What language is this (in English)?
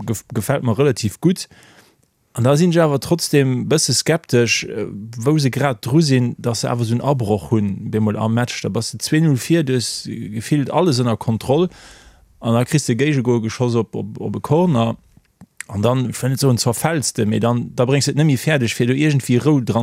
Luxembourgish